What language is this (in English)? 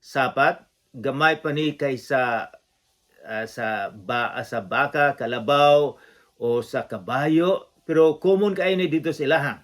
Cebuano